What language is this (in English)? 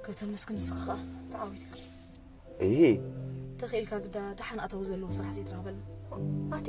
Tigrinya